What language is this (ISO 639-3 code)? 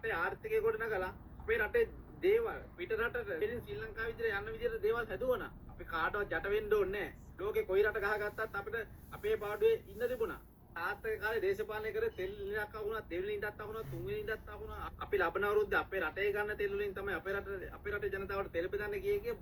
sin